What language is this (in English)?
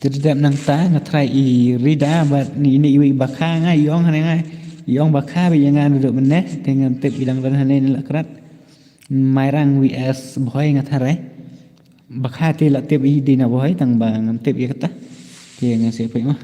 Khasi